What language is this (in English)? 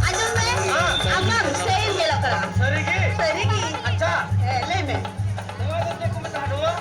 Santali